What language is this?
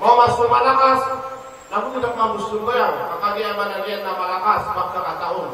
Maranao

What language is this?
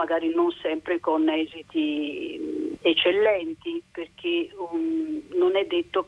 Italian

